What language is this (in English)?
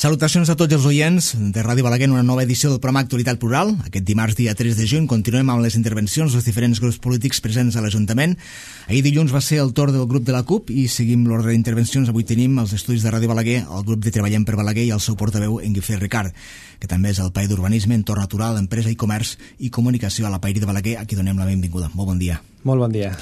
Catalan